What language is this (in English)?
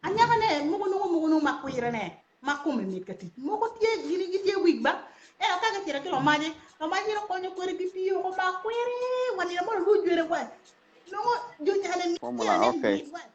Acoli